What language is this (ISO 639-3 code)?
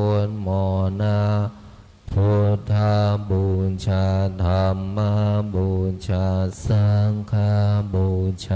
pli